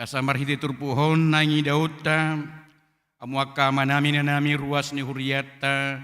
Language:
Batak Toba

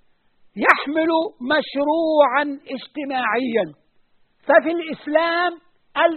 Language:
Arabic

